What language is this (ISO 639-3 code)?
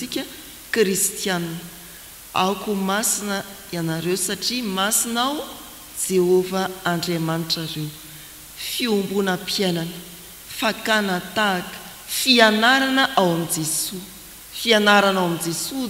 mlg